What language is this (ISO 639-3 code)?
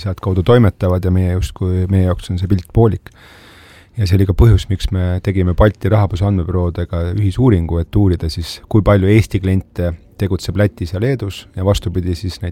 est